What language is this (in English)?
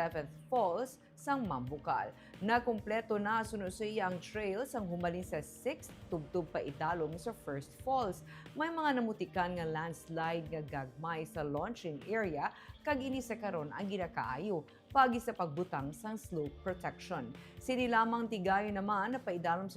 Hiligaynon